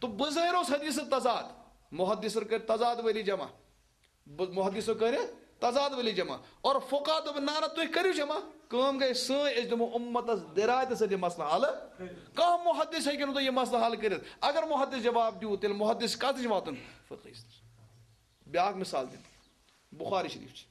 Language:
Kashmiri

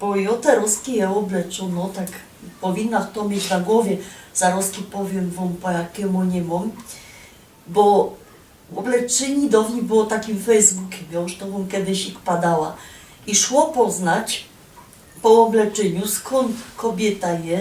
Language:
Silesian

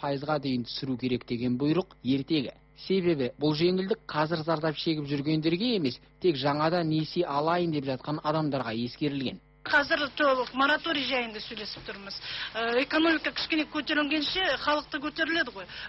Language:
Kazakh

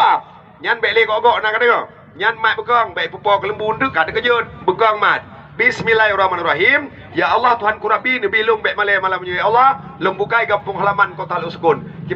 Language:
Achinese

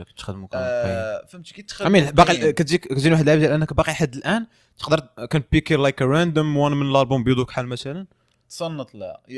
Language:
Moroccan Arabic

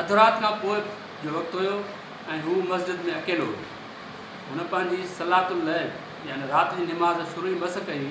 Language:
Sindhi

